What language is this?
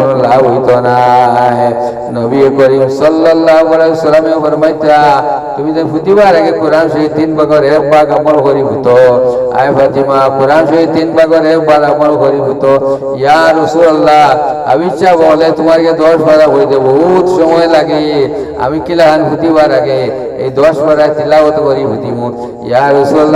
Sylheti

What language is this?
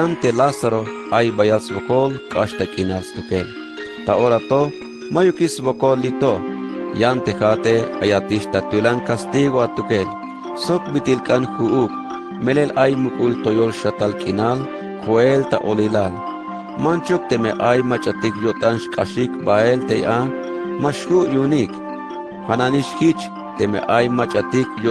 Tzeltal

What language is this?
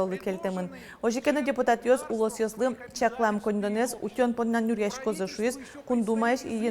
Udmurt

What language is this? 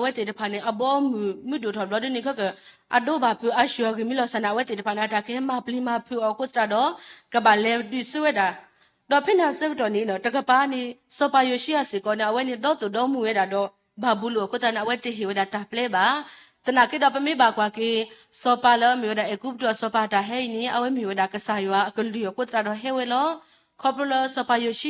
S'gaw Karen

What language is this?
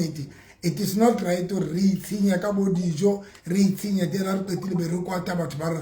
Southern Sotho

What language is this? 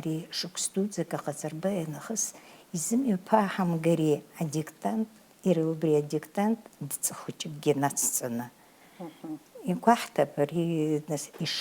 Abkhazian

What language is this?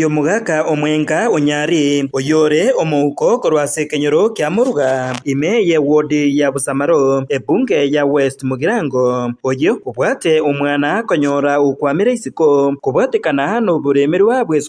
Gusii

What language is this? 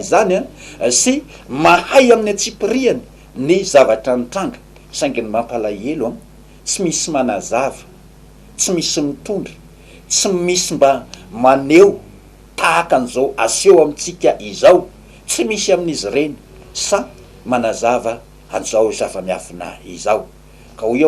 Malagasy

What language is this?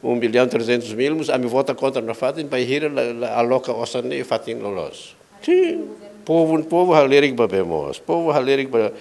Tetum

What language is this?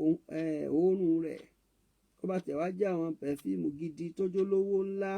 Yoruba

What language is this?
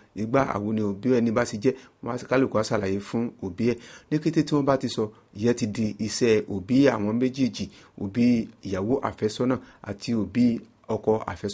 Yoruba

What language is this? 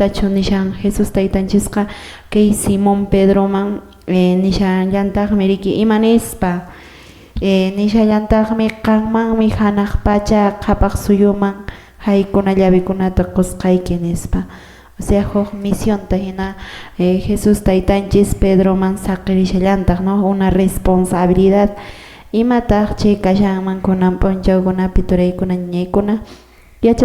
Quechua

